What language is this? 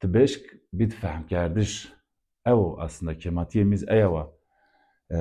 Zaza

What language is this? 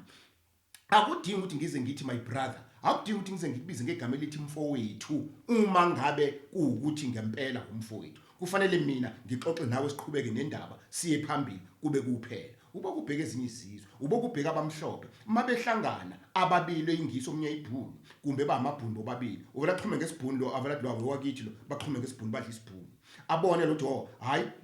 Zulu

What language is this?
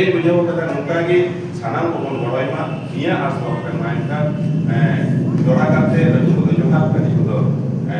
Santali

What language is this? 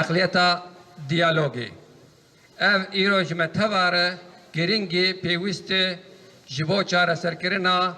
Kurdish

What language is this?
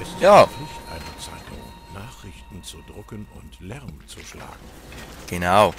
Swiss German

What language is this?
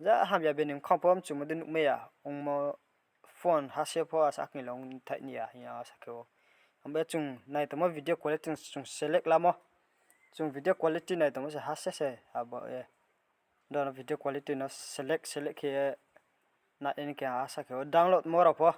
Riang (India)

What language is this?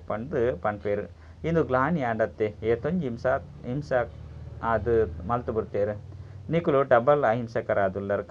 Tulu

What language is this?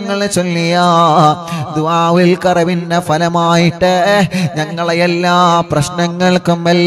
Malayalam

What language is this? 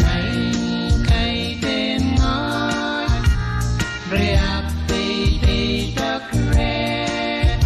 Pohnpeian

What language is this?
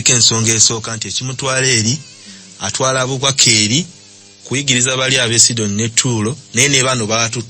Ganda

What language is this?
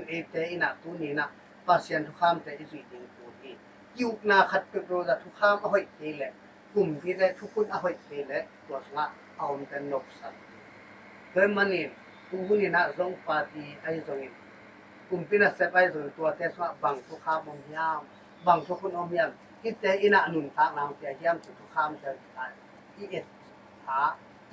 Tedim Chin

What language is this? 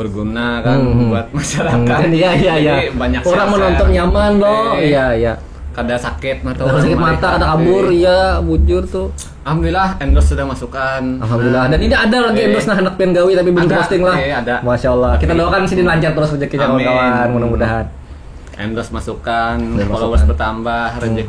Banjar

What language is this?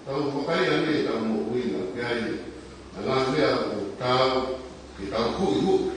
Tongan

